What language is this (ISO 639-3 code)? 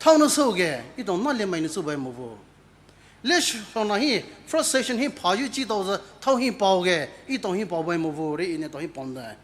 pmx